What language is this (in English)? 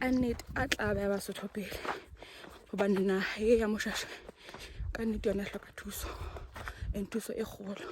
Southern Sotho